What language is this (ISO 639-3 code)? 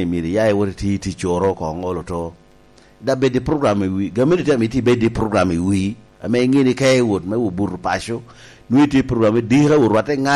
laj